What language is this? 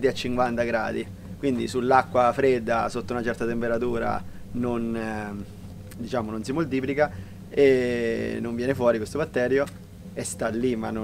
Italian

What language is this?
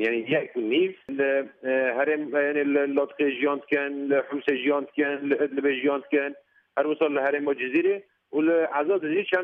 Kurdish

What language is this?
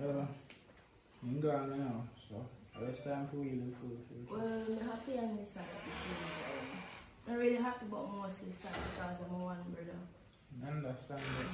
Jamaican Creole English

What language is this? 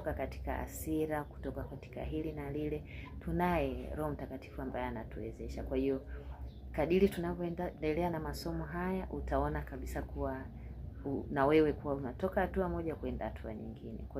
Swahili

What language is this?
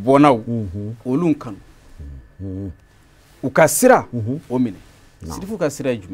Bambara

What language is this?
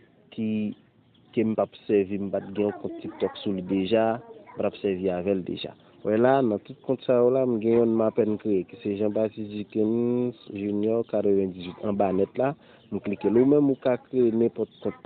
Haitian Creole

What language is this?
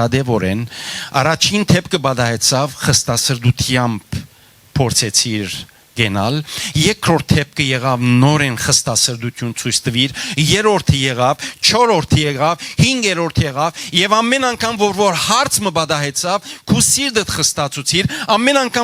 Western Armenian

